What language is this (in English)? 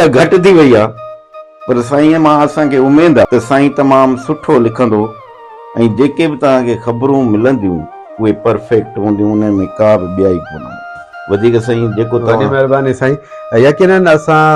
Sindhi